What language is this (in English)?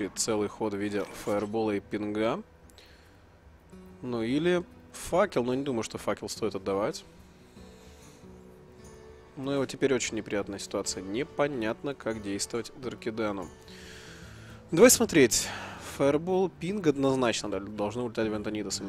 Russian